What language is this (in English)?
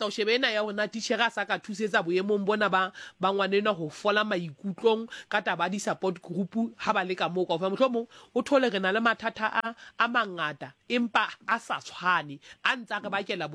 Southern Sotho